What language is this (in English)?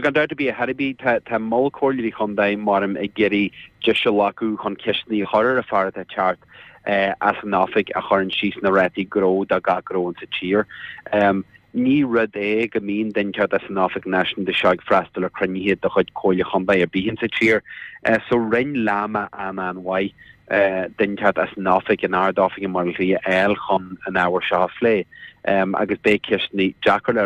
Irish